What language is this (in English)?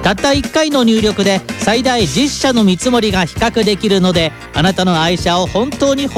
Japanese